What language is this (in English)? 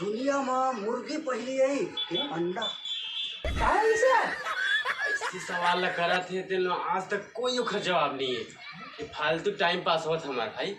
Chhattisgarhi